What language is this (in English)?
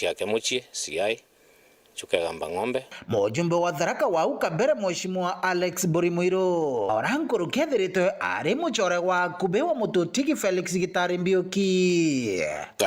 Meru